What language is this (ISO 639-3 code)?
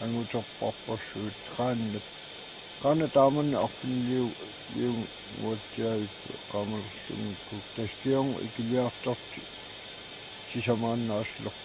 kal